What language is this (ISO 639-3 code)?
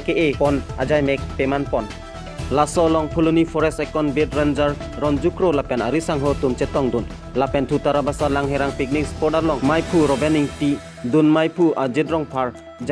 mjw